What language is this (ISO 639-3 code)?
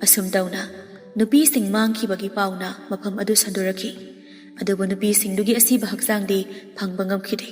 mni